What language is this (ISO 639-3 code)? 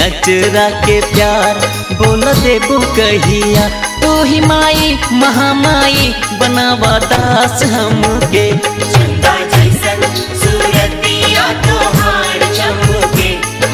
bho